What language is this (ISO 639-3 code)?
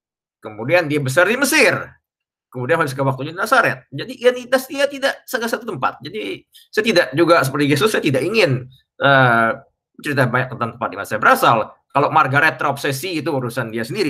ind